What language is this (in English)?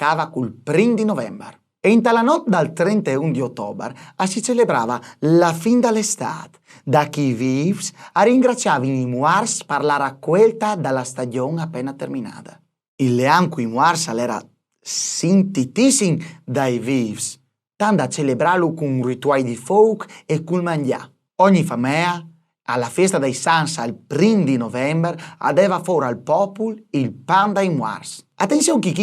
Friulian